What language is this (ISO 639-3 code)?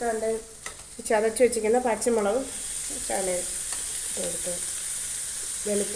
mal